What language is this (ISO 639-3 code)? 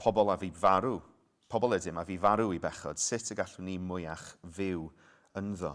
cym